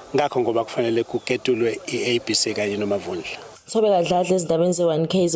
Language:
Zulu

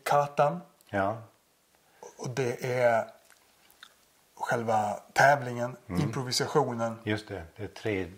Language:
Swedish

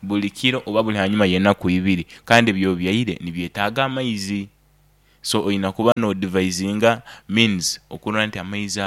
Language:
Nyoro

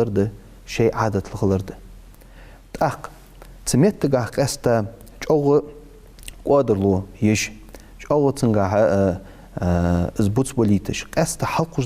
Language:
Ingush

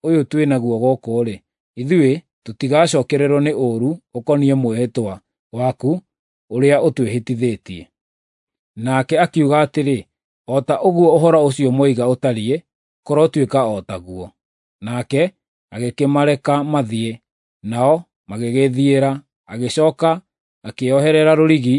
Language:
Kikuyu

